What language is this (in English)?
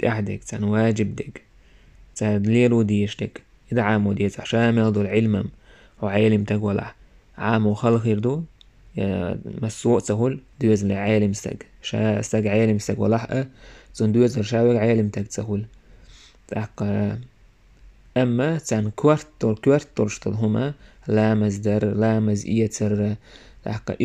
Chechen